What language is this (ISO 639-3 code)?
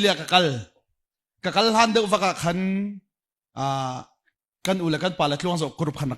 cnh